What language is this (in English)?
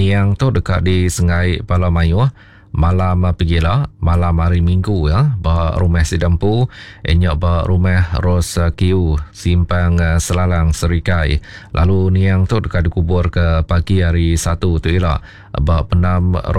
Iban